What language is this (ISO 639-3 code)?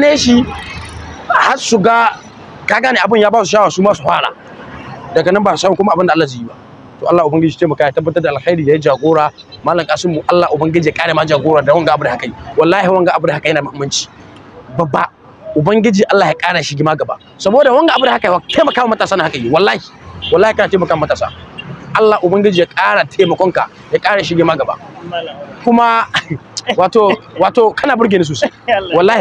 hau